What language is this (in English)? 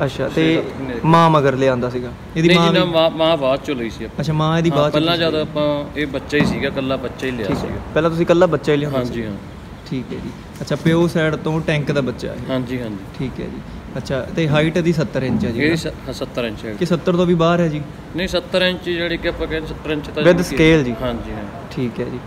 Punjabi